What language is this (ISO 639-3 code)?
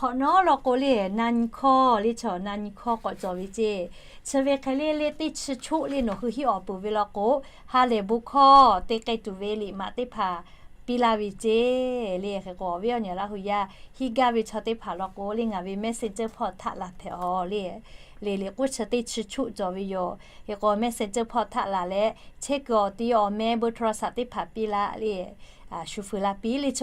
lhu